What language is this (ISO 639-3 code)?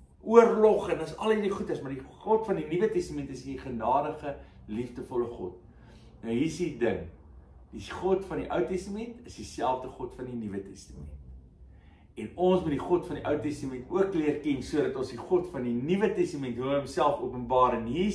afr